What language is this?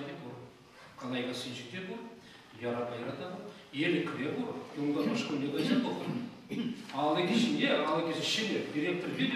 Chuvash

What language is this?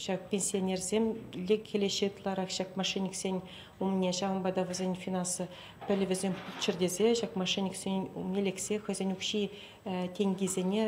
Chuvash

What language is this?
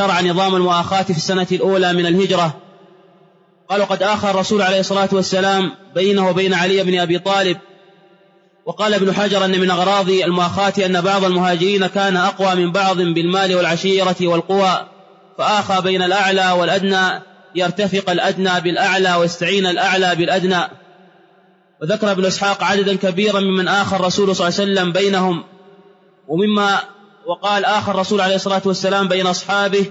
Arabic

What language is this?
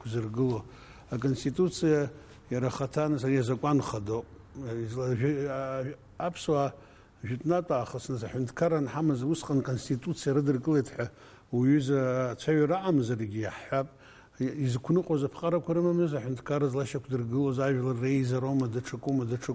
Abkhazian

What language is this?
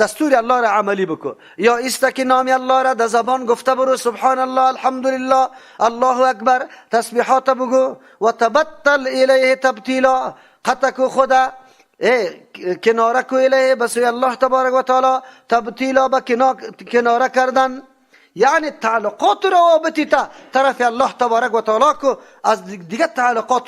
Persian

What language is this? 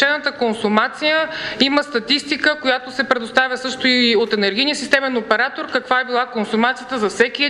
Bulgarian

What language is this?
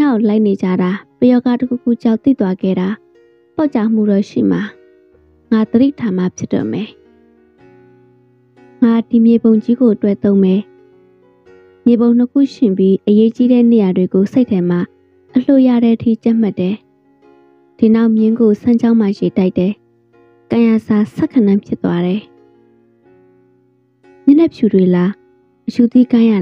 Burmese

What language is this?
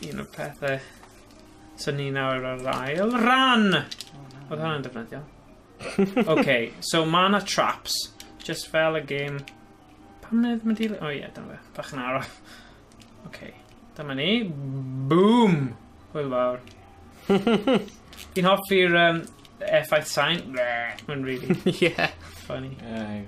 Welsh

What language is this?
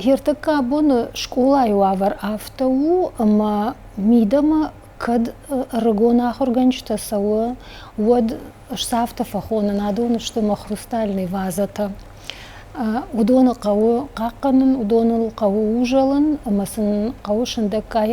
Ossetic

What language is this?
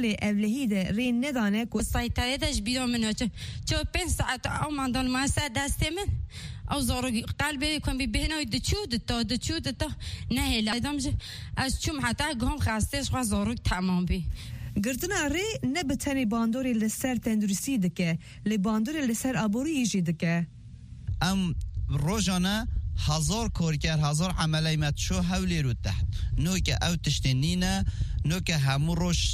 Kurdish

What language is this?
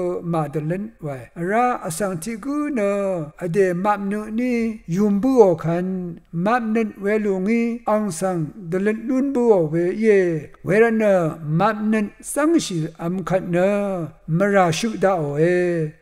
Rawang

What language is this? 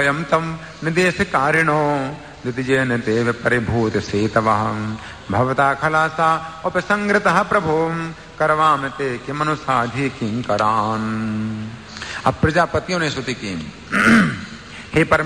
Hindi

